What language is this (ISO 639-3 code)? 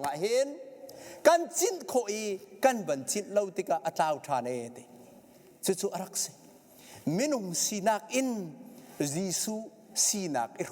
cnh